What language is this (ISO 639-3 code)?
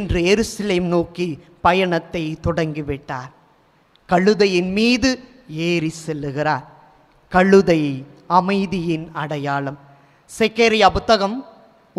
tam